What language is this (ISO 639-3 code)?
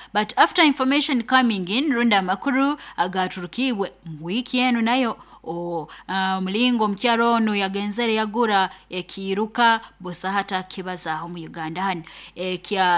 nyo